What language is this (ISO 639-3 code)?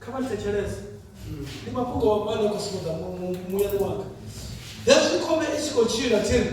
ven